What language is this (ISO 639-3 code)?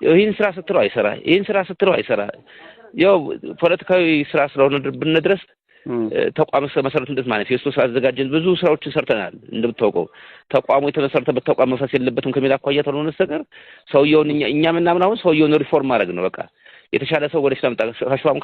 amh